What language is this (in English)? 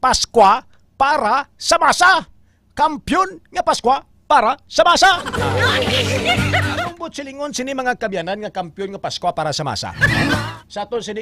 Hiligaynon